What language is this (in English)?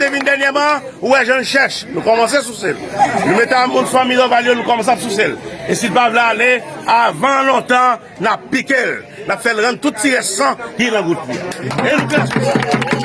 Haitian Creole